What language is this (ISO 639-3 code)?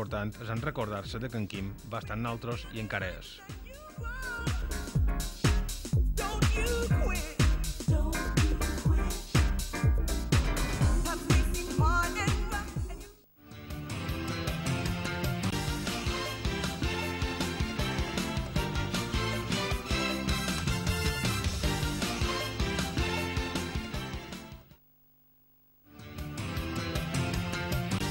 cat